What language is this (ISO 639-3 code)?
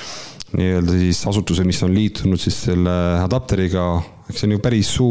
est